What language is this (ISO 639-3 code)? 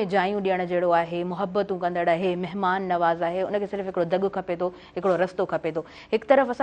snd